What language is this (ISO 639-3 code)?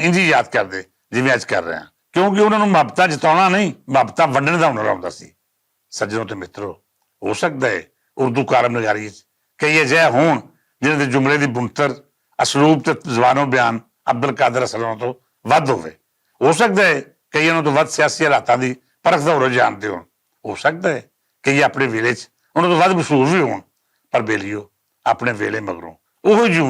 lah